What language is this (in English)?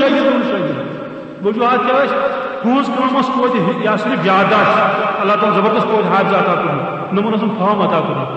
Kashmiri